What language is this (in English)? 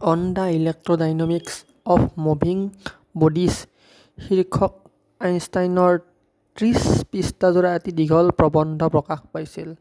Assamese